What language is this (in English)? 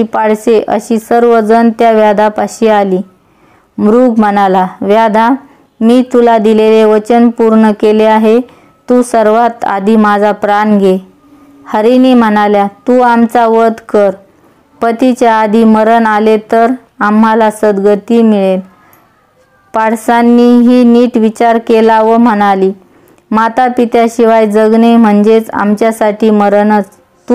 Marathi